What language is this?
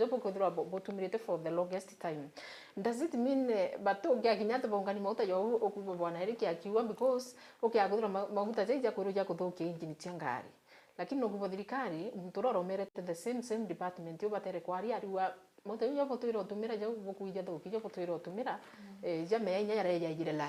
Meru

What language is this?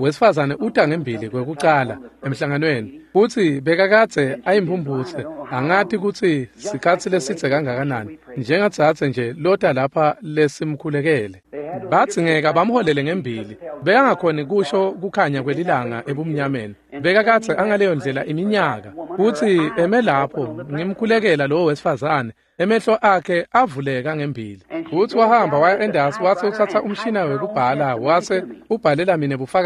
Swati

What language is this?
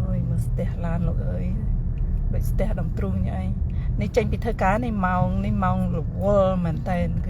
Khmer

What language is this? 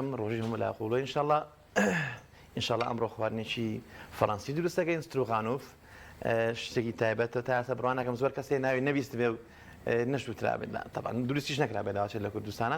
Central Kurdish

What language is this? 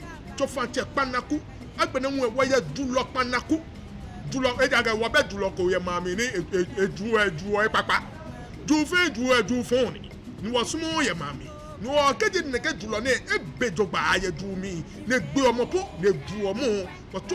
Ga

